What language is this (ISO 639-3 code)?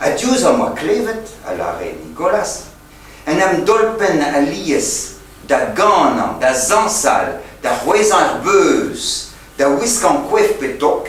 bre